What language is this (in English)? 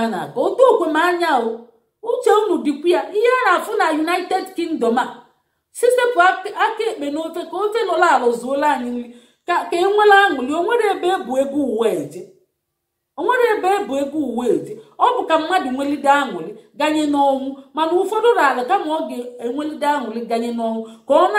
Igbo